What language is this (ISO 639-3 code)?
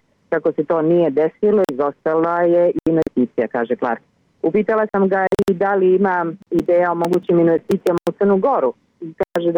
srp